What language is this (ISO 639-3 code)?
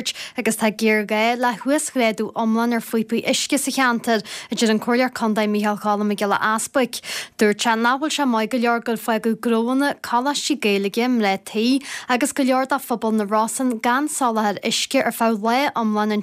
gle